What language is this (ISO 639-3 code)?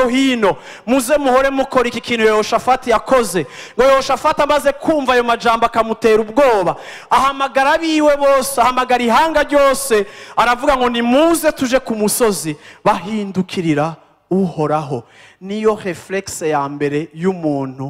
run